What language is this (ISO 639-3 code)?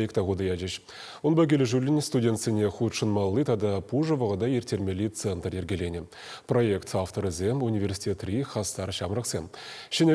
chv